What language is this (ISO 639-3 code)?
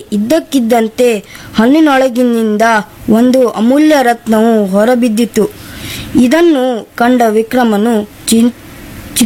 kan